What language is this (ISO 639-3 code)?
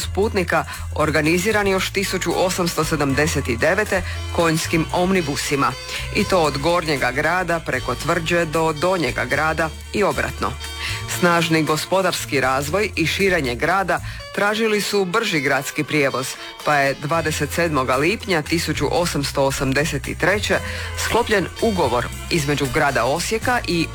hrv